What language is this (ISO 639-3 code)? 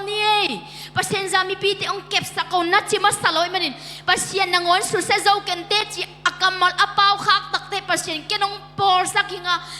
ctd